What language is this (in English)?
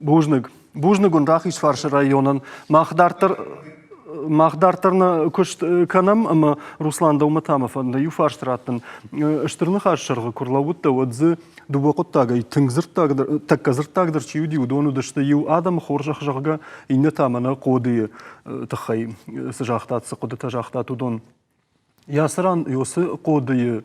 Ossetic